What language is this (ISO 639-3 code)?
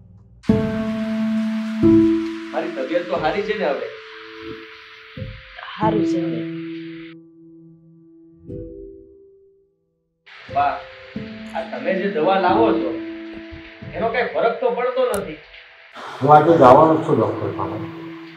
guj